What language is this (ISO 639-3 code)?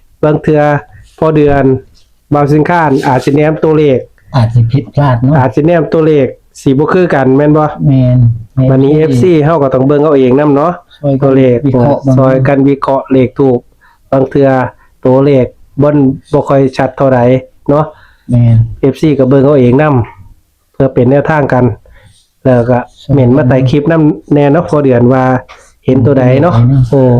tts